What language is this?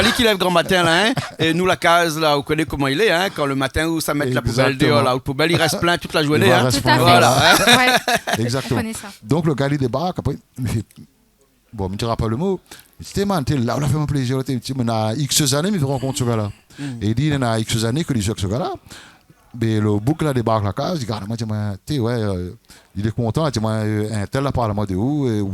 Réunion Creole French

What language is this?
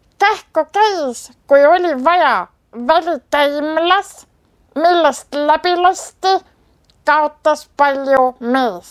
Estonian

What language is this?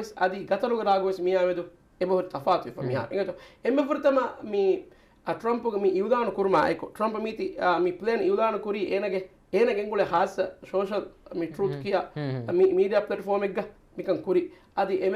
Divehi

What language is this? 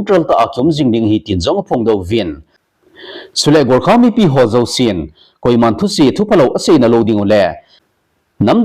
Thado Chin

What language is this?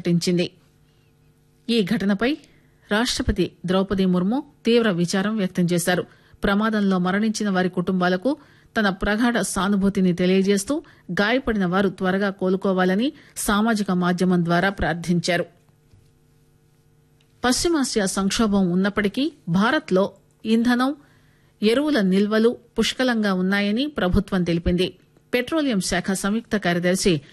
Telugu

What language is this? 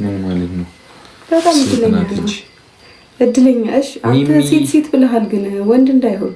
Amharic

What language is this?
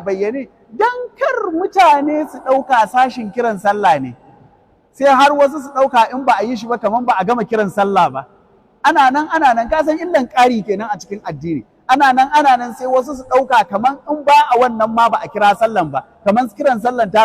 Hausa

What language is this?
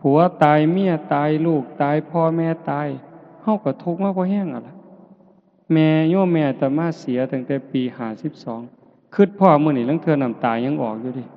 Northeastern Thai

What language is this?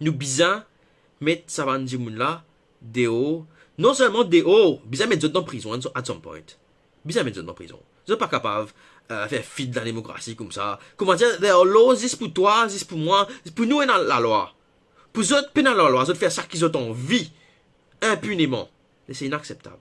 Morisyen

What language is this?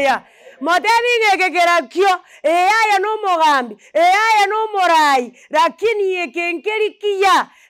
Gusii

